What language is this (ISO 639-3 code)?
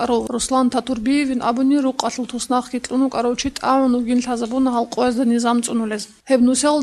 ava